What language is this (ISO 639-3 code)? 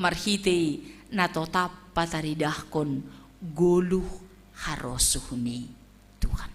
bts